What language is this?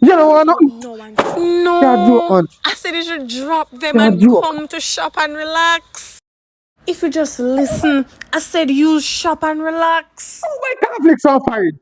Jamaican Creole English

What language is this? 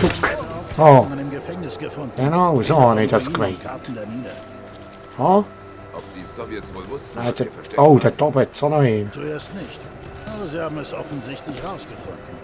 Swiss German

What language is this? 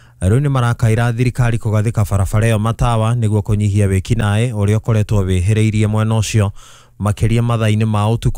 Kikuyu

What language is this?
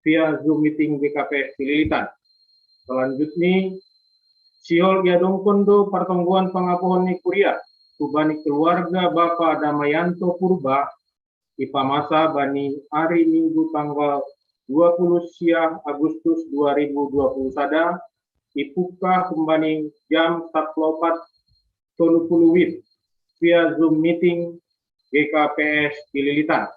Batak Simalungun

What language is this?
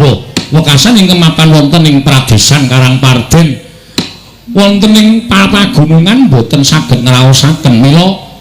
Javanese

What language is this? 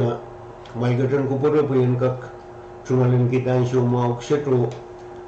Pohnpeian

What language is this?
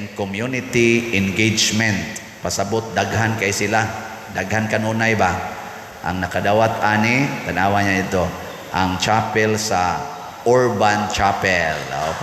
Cebuano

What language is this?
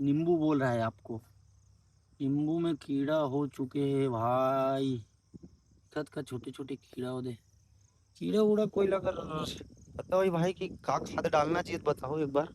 Chhattisgarhi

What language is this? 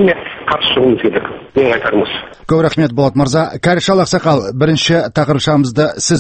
Kazakh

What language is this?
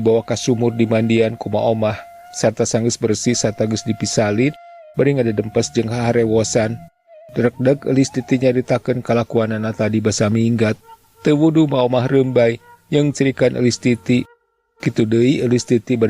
Sundanese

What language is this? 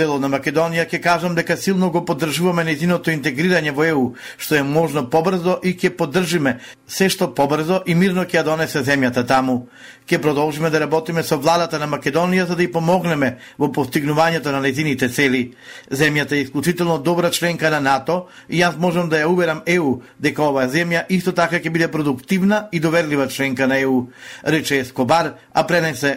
Macedonian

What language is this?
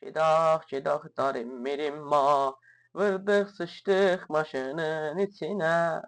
South Azerbaijani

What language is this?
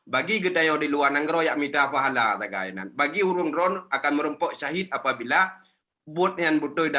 Achinese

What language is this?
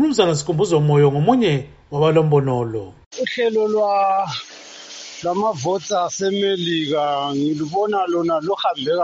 North Ndebele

